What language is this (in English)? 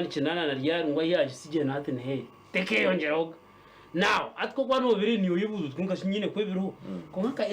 Nyankole